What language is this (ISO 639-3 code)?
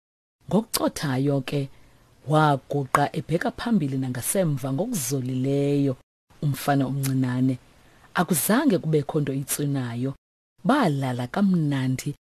xho